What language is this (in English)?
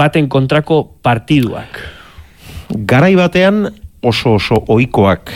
Basque